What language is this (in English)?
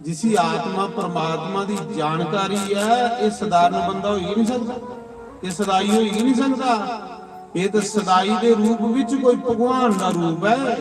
Dogri